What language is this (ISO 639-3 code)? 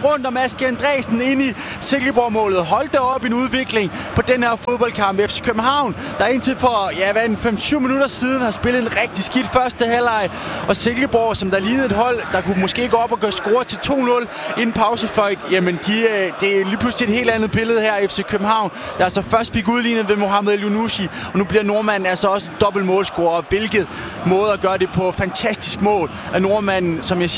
dan